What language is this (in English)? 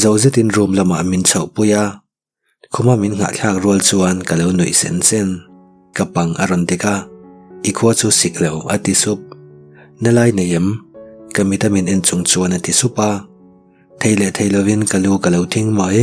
Mizo